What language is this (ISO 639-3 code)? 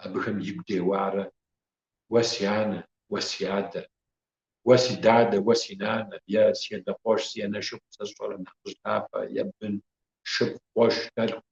kbd